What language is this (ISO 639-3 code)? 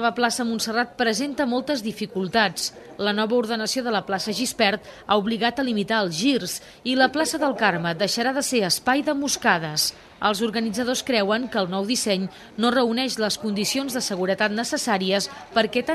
cat